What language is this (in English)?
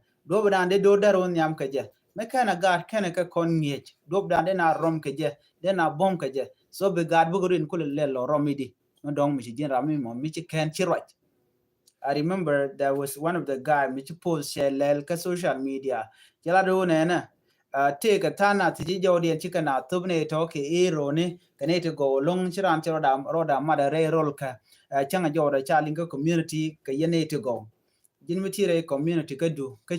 Nuer